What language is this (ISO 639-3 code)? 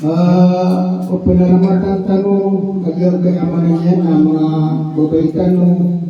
mrw